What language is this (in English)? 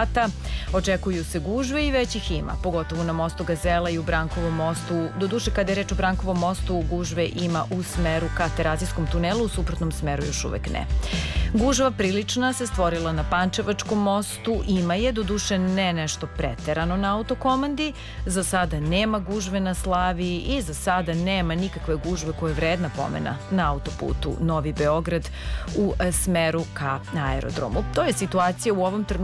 Serbian